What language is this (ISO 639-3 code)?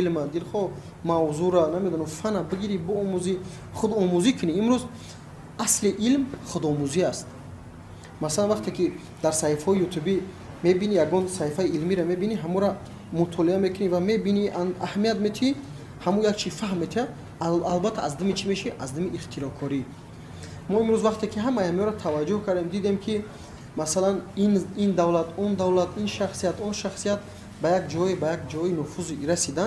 tgk